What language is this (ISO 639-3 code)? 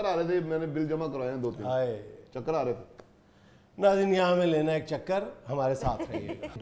urd